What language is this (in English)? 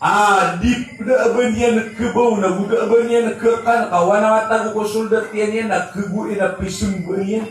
Maranao